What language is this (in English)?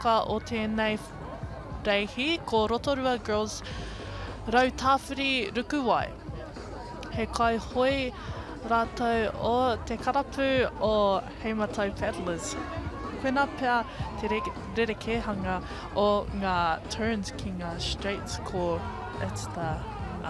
Māori